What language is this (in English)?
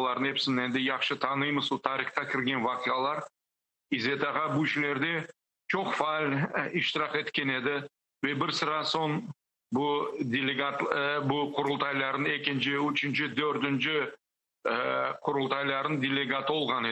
Crimean Tatar